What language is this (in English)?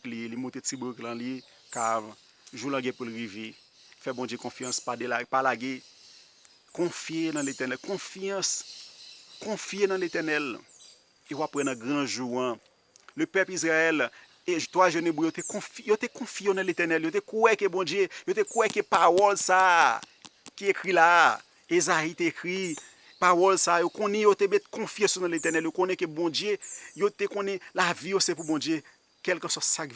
Haitian Creole